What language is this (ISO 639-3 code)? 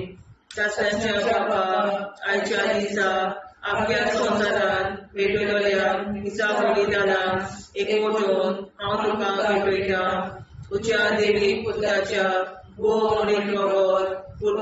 kok